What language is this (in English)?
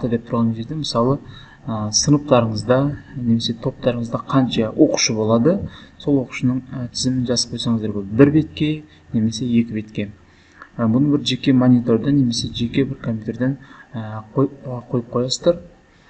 Kazakh